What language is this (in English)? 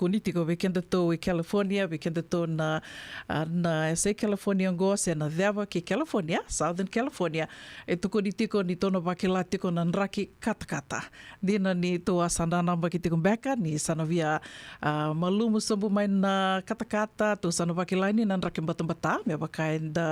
Fijian